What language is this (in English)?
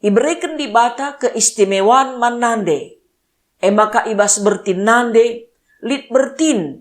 Batak Karo